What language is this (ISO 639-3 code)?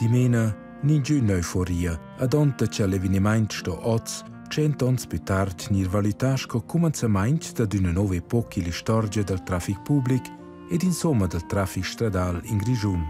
roh